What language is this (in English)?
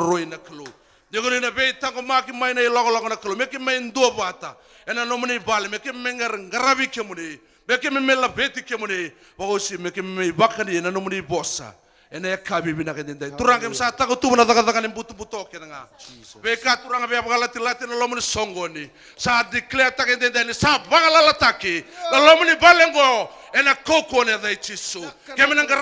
Fijian